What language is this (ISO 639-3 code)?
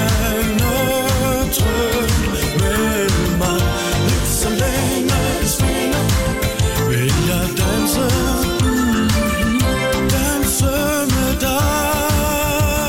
dan